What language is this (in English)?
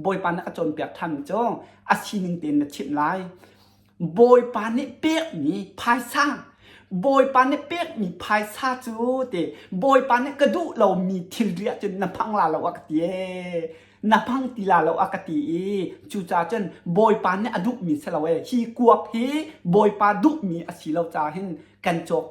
Hakha Chin